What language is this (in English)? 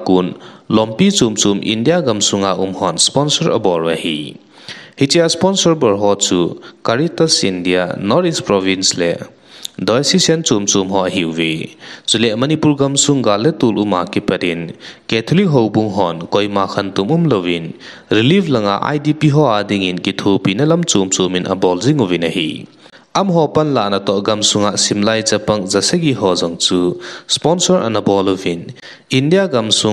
Thado Chin